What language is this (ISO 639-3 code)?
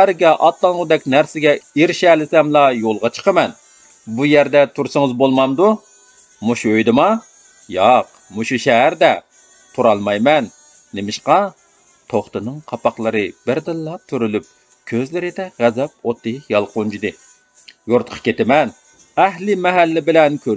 uig